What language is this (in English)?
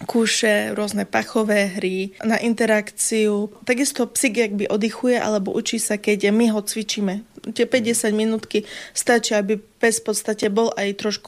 Slovak